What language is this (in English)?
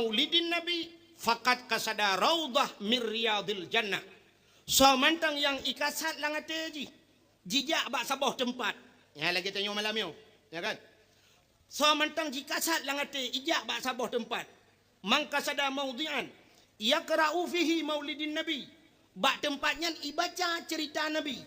Achinese